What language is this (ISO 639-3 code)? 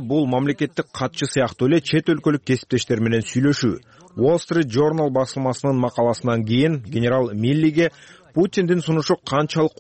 kir